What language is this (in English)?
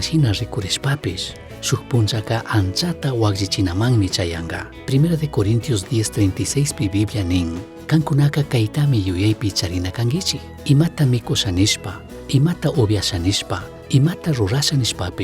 Chimborazo Highland Quichua